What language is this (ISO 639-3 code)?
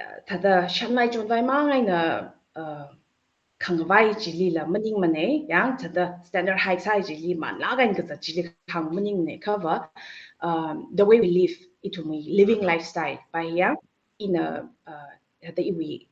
nmf